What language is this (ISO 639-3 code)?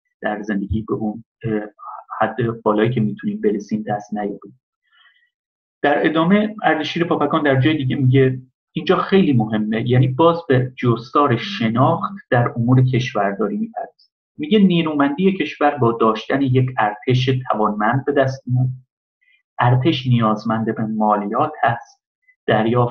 fas